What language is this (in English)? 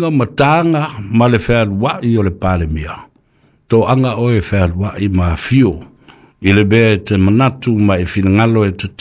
Samoan